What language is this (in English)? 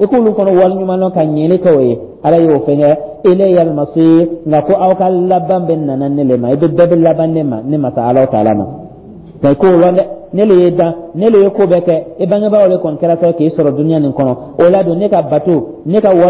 Dyula